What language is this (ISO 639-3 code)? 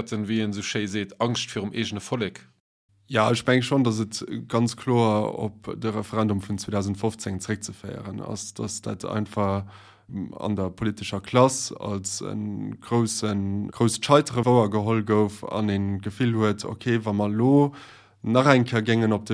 ltz